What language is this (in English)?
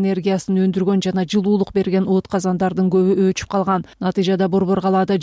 Kyrgyz